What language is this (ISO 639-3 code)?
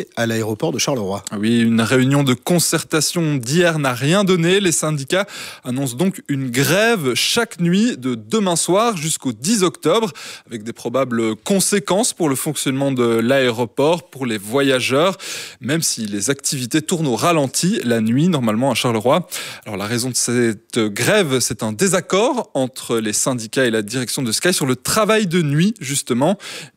fra